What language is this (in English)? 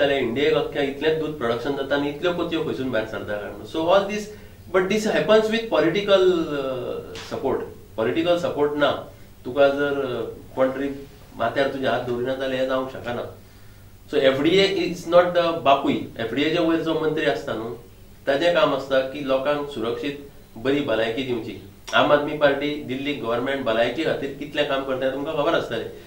Konkani